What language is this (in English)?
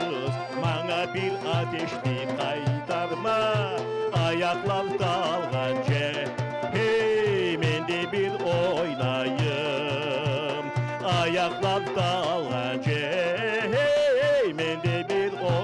Crimean Tatar